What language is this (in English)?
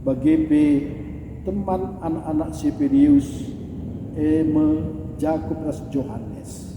Batak Karo